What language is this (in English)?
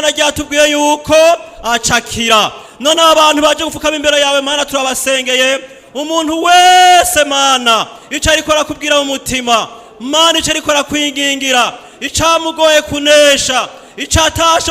Rundi